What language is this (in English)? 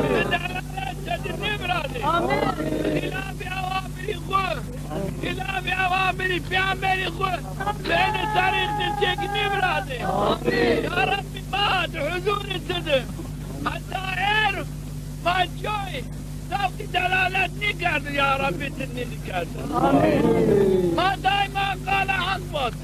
Zaza